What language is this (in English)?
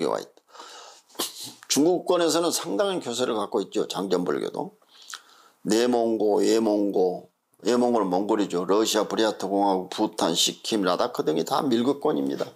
Korean